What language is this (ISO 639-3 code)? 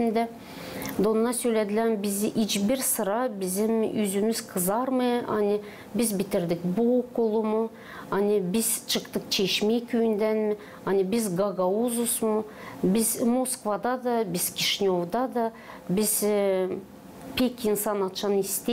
gag